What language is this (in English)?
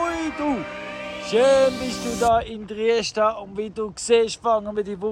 Swiss German